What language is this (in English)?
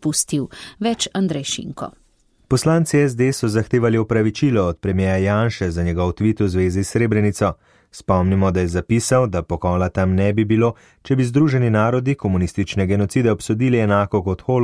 Slovenian